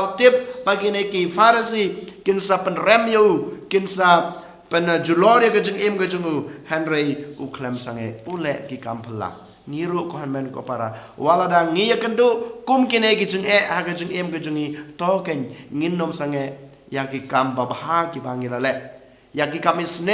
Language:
Khasi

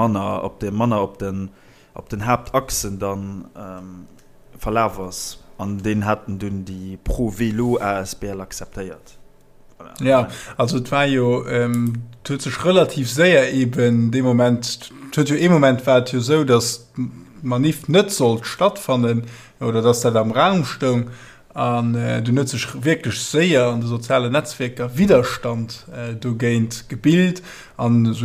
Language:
Luxembourgish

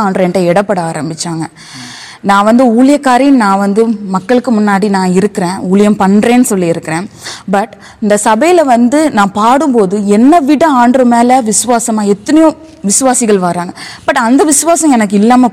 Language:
Tamil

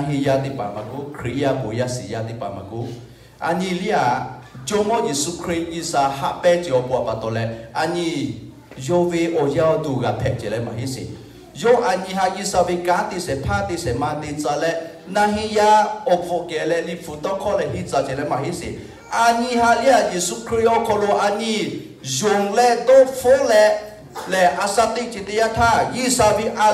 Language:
Lahu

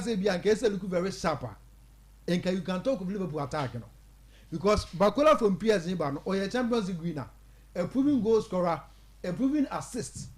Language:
Akan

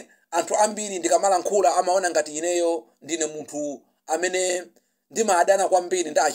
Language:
Nyanja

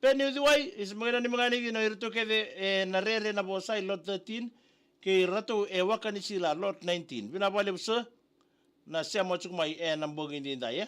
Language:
Fijian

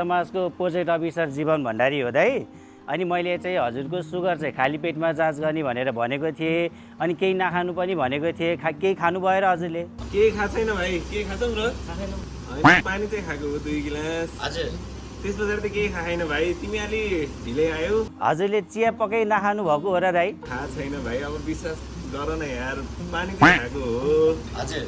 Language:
Nepali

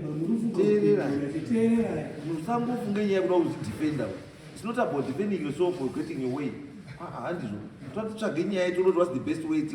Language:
Shona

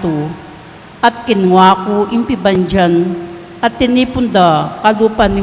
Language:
Pampanga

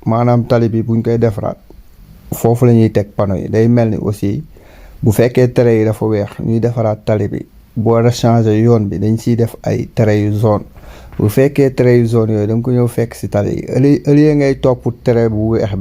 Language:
Wolof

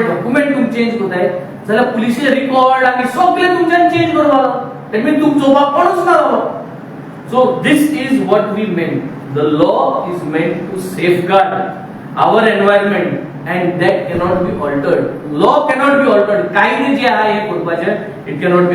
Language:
Konkani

